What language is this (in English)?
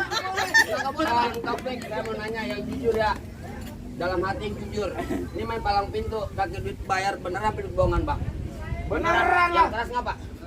Betawi